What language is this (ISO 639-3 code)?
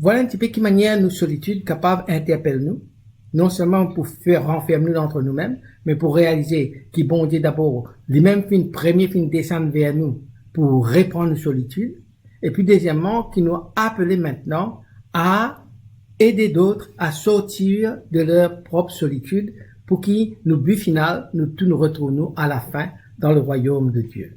mfe